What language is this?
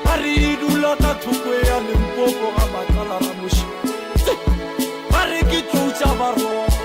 Northern Sotho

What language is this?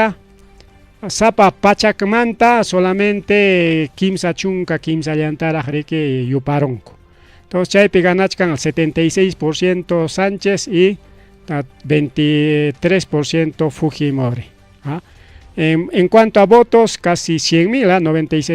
Ayacucho Quechua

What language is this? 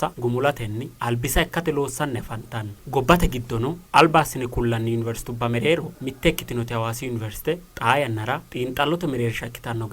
Sidamo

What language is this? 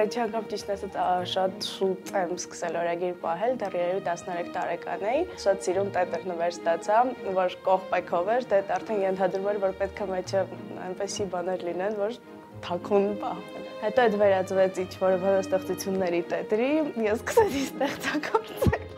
Armenian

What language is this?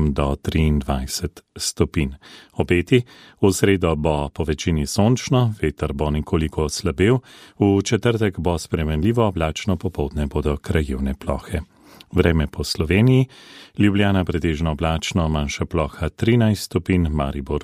Slovenian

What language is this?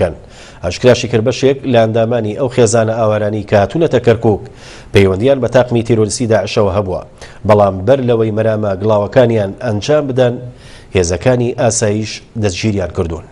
Central Kurdish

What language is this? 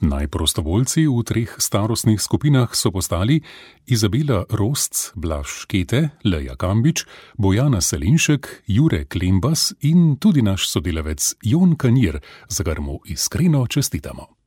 Slovenian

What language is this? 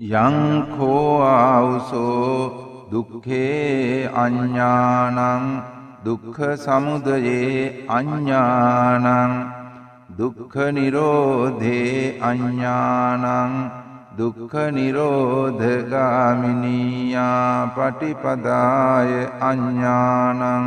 Sinhala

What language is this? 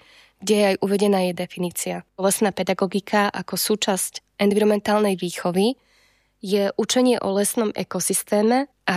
Slovak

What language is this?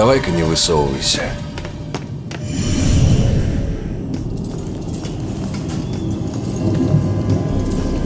Russian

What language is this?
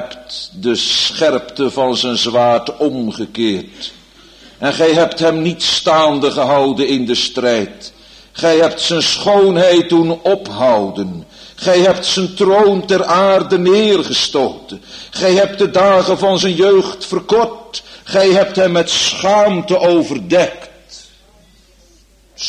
Dutch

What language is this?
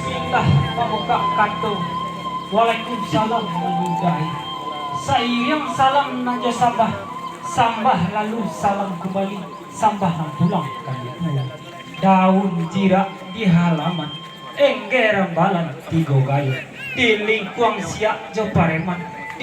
Minangkabau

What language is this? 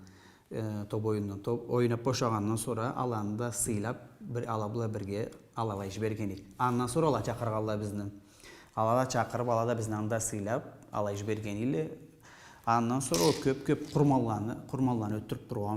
Karachay-Balkar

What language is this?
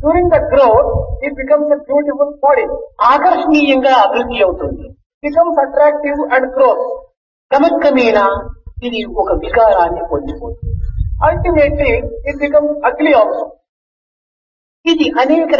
Telugu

